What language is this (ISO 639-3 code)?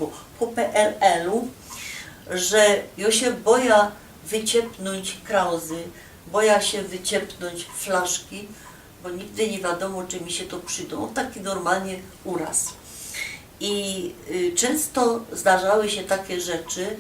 szl